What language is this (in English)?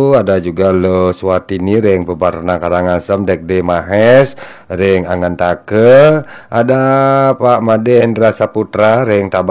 Balinese